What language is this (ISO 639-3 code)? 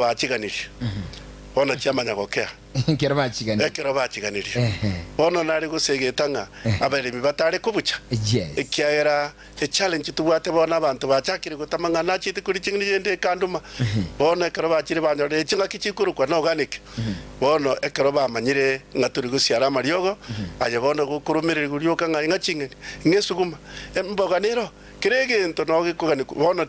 guz